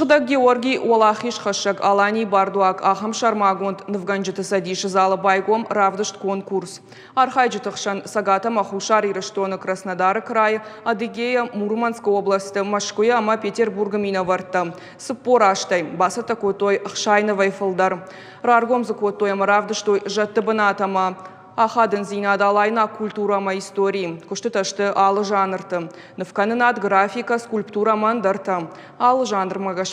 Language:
Ossetic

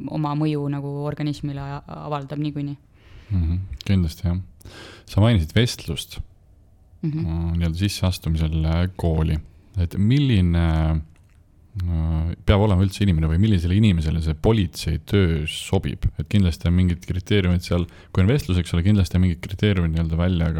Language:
Estonian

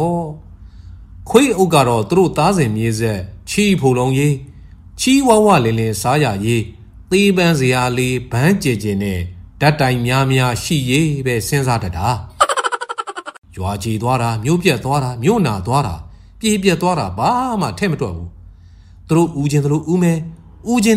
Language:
Burmese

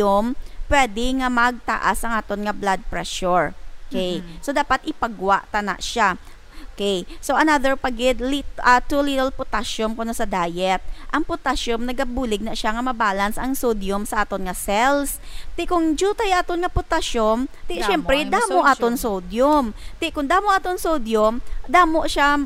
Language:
Hiligaynon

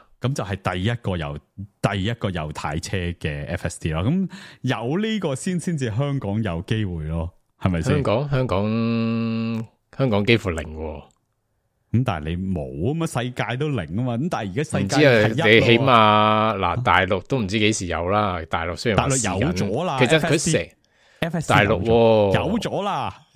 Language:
Cantonese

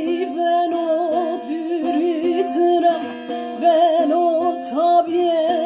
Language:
Zaza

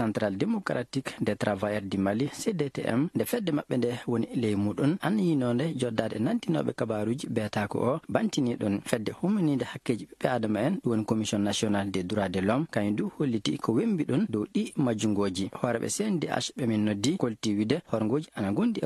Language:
Maasina Fulfulde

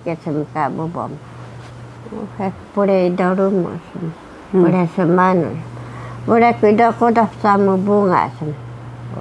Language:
Taroko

